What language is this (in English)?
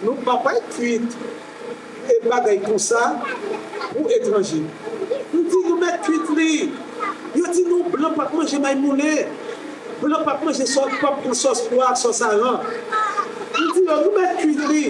Haitian Creole